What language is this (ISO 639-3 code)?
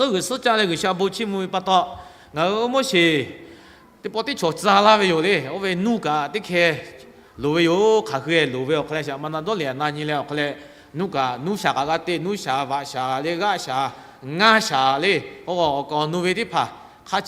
lhu